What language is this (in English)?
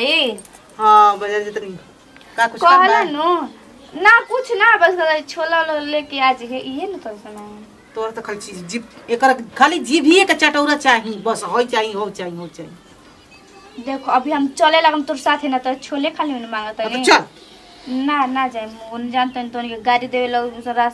Bhojpuri